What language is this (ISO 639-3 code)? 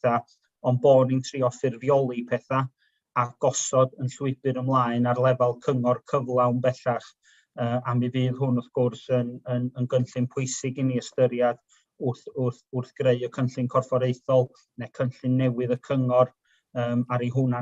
cym